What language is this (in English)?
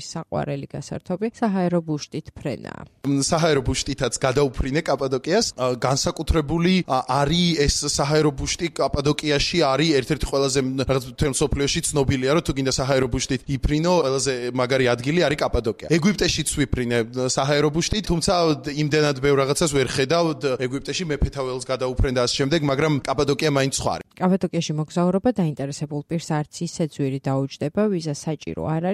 Georgian